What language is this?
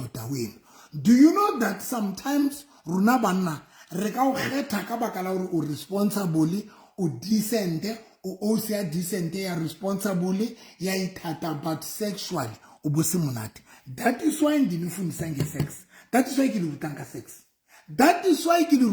Southern Sotho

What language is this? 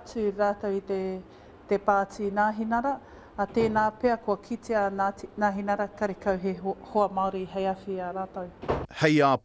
Māori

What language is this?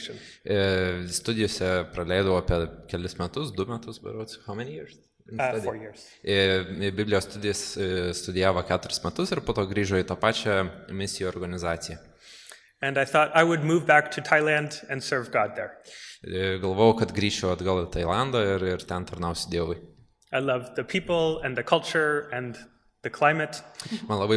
Lithuanian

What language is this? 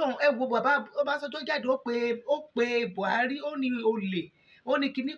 Yoruba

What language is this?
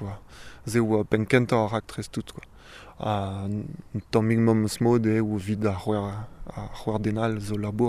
Breton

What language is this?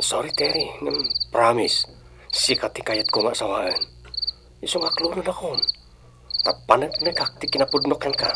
Iloko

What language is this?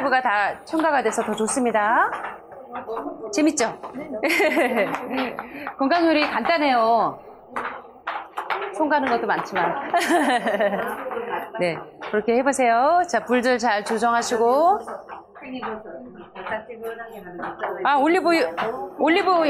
Korean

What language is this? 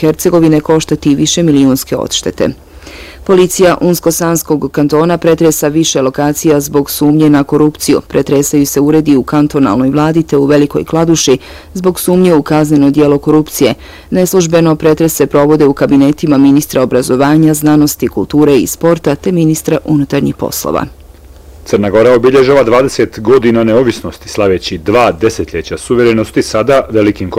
Bosnian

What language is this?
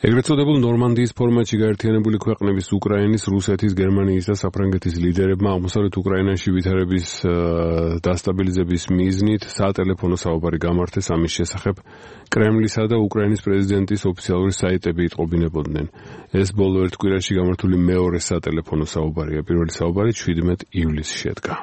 Georgian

